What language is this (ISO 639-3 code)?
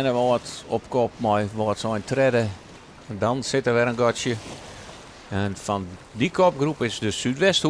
fry